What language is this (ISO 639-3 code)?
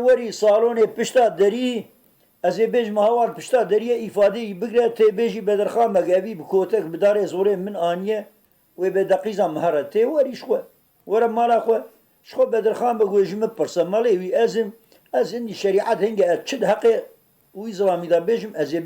kur